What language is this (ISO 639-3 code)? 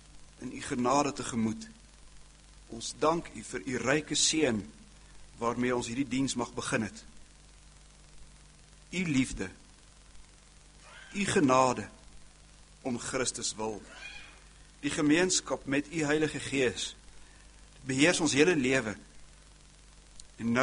afr